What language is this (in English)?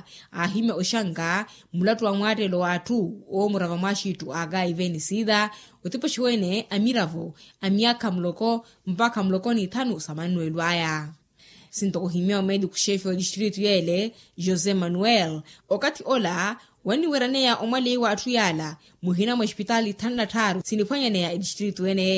Makhuwa